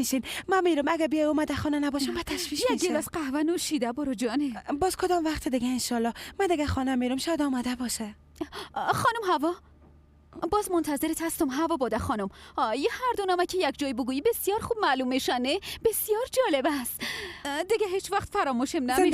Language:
Persian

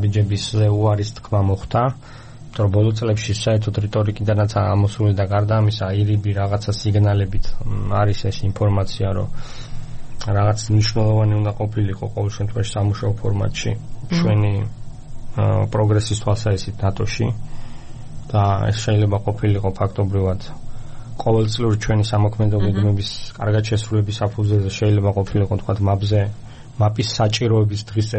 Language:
Georgian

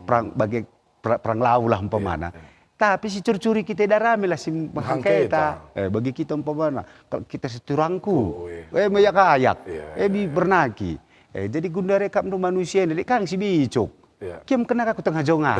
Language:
Batak Karo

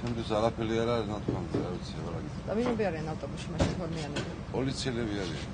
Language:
Georgian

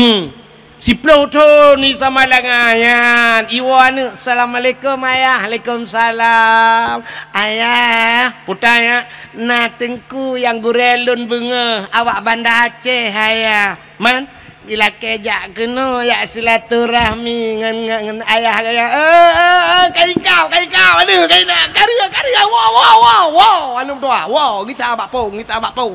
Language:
Achinese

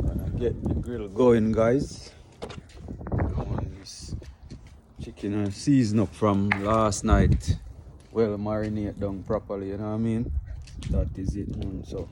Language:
Jamaican Creole English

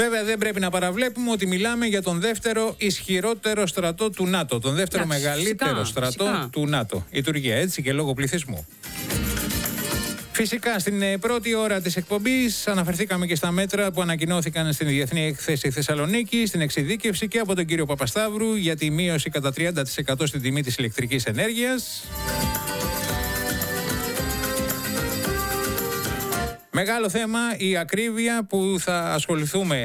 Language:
Greek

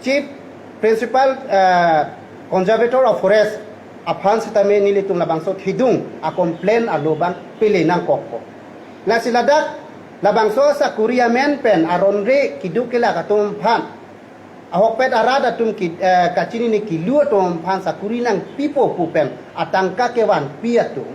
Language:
Karbi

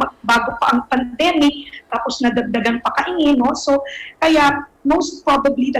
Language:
Bikol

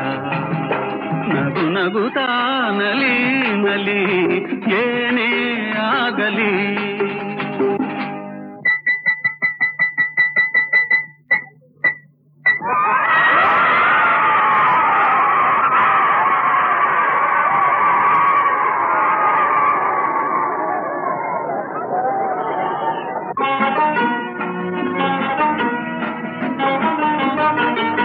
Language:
Kannada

